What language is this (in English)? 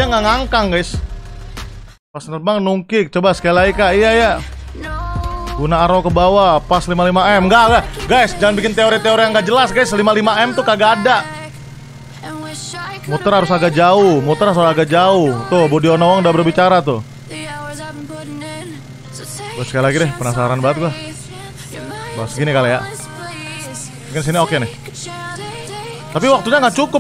Indonesian